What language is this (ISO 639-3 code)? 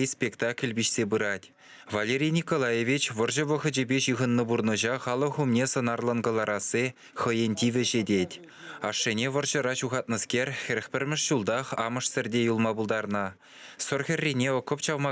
chv